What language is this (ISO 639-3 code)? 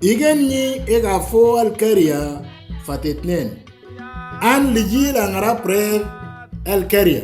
mor